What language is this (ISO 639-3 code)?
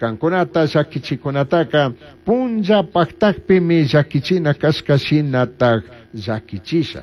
qug